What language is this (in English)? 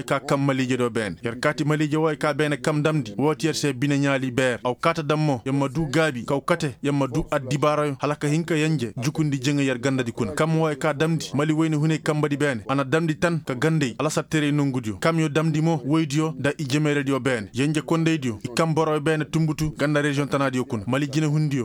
Koyraboro Senni